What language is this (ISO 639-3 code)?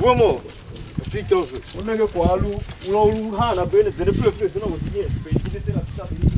tiv